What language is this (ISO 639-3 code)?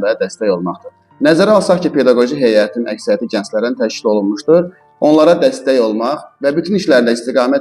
aze